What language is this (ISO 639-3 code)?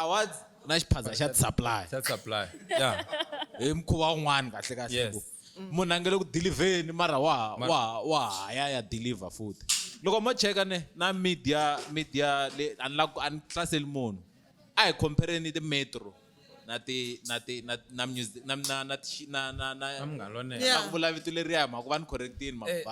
tso